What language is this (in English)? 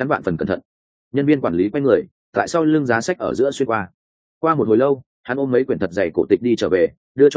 Vietnamese